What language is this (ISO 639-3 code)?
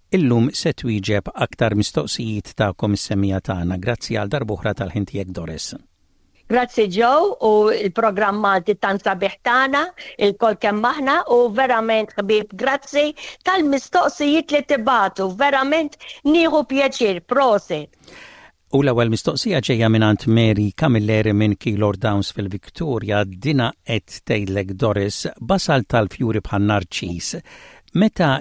mlt